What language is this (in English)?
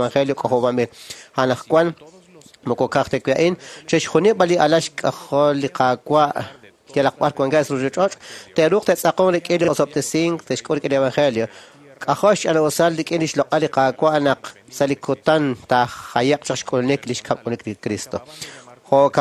Kekchí